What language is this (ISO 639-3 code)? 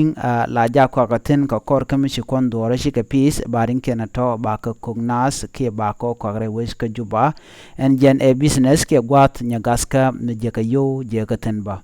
nus